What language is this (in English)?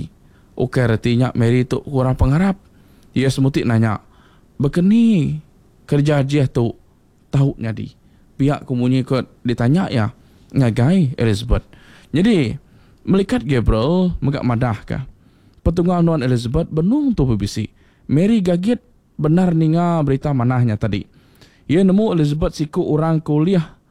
Iban